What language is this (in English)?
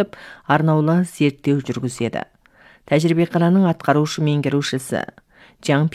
Kazakh